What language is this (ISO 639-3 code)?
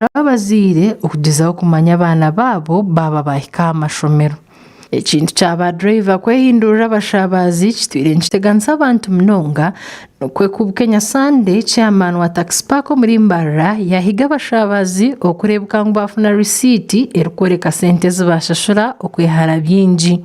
nyn